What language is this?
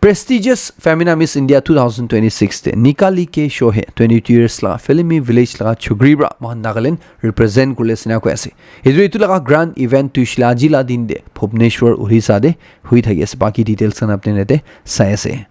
Naga Pidgin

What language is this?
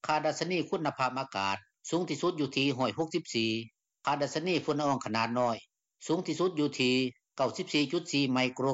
Lao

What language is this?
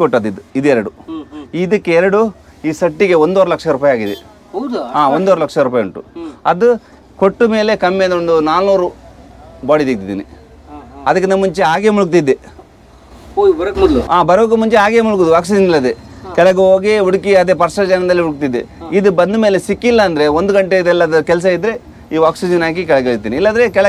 Kannada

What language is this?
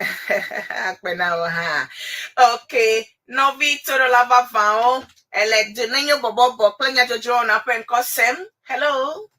Ewe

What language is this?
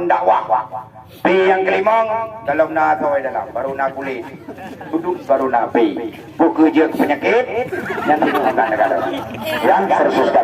Achinese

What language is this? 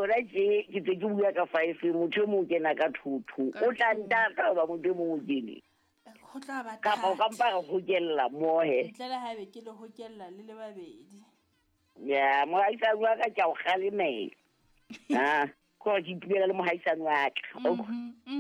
Southern Sotho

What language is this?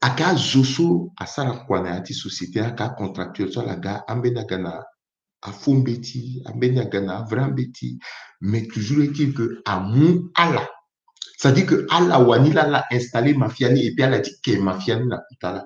Sango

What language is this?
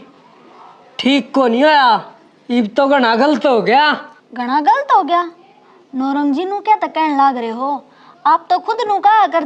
Haryanvi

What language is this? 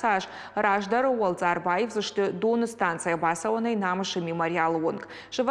Ossetic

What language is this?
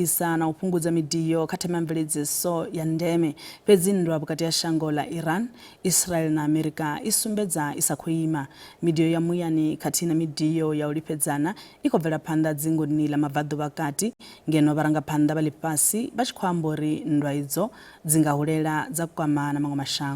Venda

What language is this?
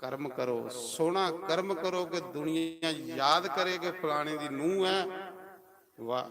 Dogri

